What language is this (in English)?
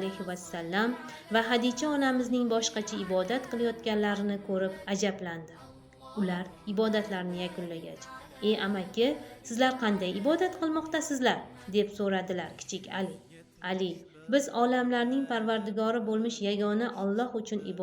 Uzbek